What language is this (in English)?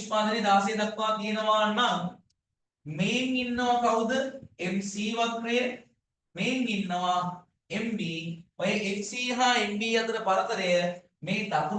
Sinhala